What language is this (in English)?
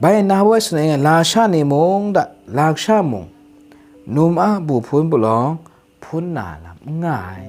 Kachin